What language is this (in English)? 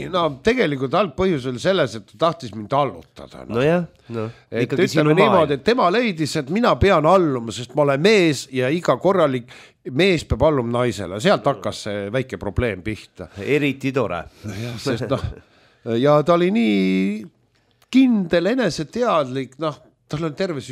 Estonian